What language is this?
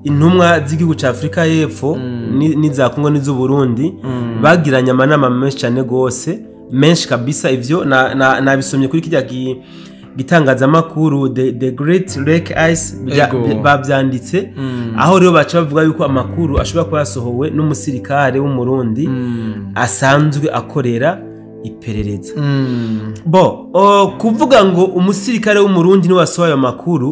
Rundi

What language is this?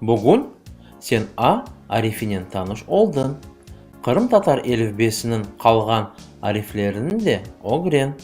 Crimean Tatar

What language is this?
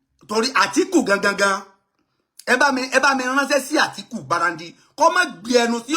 Yoruba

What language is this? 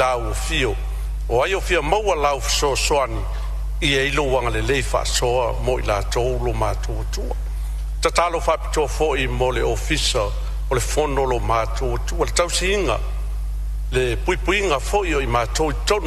Samoan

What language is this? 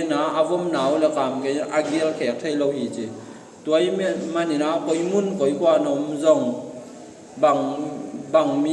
Tedim Chin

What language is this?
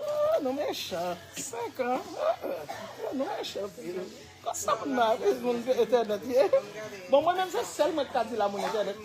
Haitian Creole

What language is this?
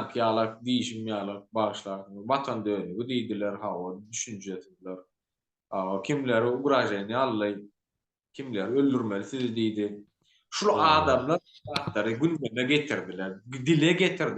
Turkmen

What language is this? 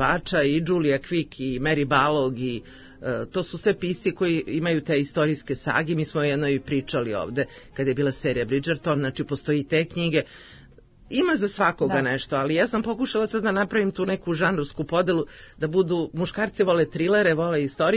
Serbian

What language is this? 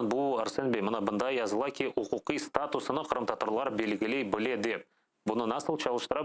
Crimean Tatar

